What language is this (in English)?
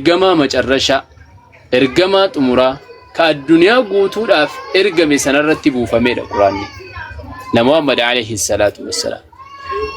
Oromo